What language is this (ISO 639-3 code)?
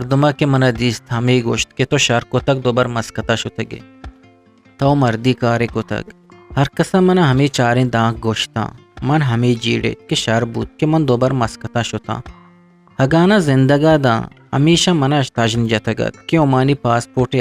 bgp